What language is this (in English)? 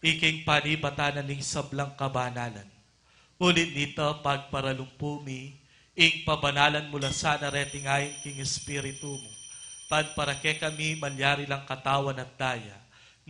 Pampanga